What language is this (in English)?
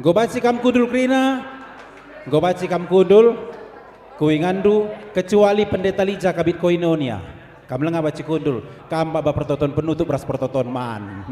Batak Karo